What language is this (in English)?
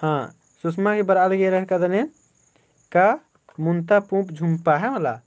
Kurukh